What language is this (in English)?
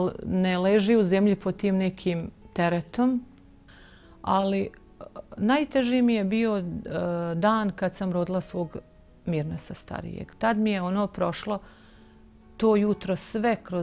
Bosnian